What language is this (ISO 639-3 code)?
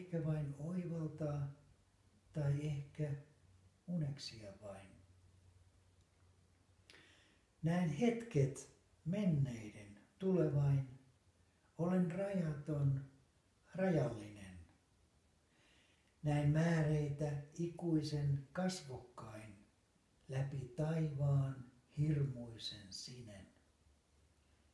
fin